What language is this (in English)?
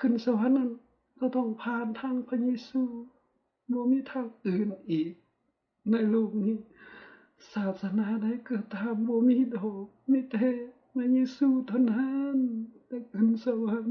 Lao